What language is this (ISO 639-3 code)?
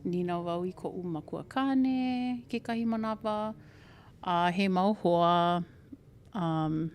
haw